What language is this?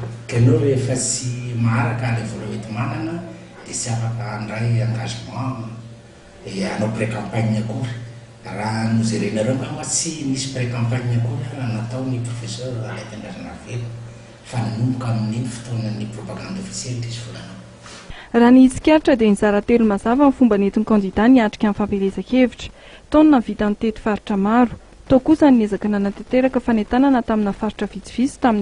Malagasy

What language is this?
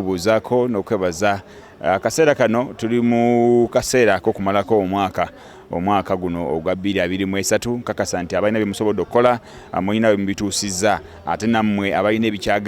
Ganda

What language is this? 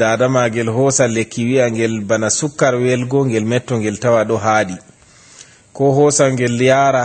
Fula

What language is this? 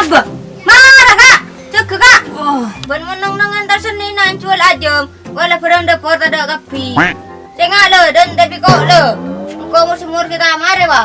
Madurese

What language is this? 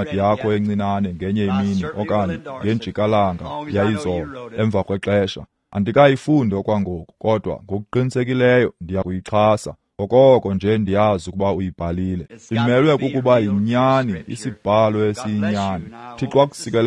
Xhosa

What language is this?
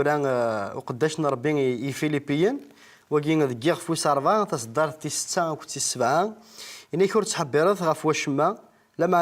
Kabyle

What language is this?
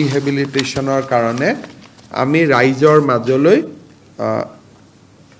Assamese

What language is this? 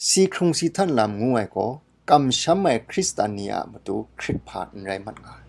Kachin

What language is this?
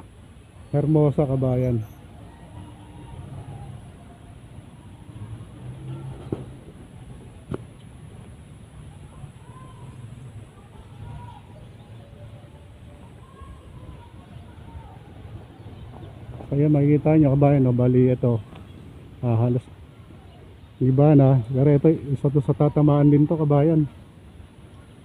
Filipino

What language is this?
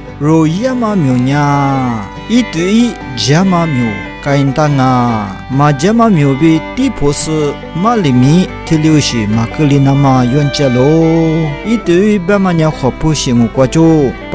Lisu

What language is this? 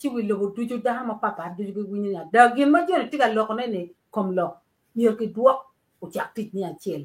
Acoli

